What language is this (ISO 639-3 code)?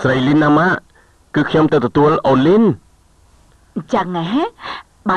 khm